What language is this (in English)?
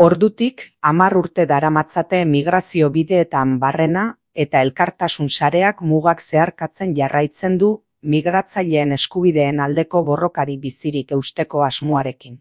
Basque